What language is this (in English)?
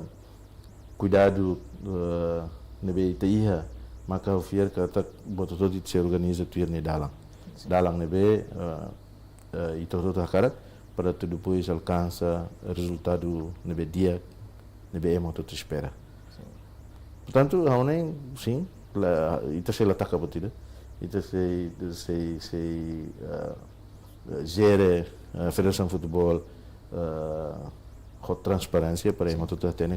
Tetum